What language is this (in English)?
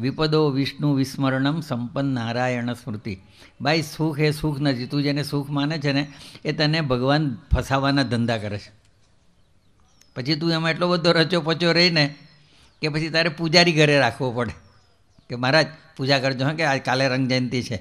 Gujarati